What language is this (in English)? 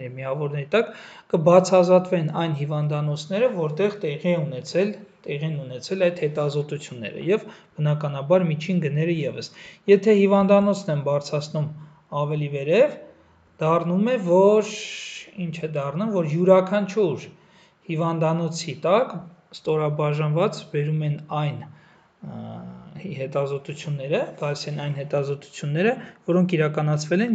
Armenian